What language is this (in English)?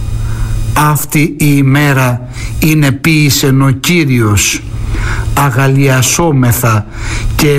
Greek